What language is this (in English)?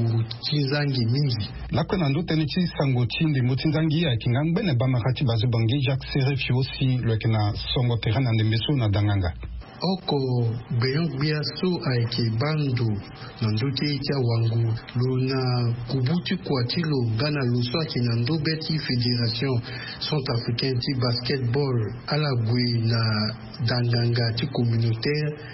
Sango